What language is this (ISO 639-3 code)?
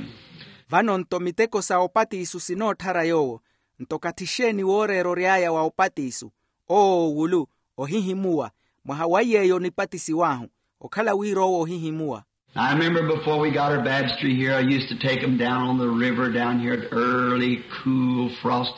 vmw